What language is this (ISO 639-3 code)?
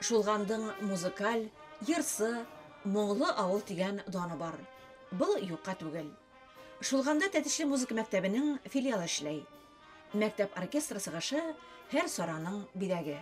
bak